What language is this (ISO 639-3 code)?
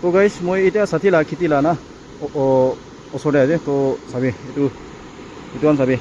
nag